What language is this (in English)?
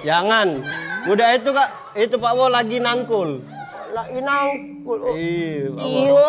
Musi